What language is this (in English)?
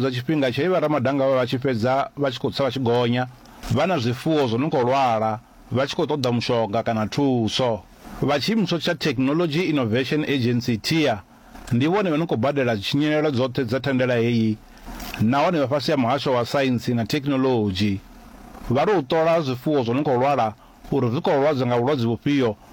Venda